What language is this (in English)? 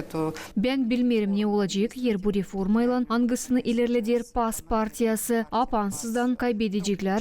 Gagauz